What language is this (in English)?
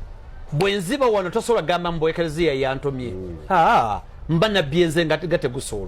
Ganda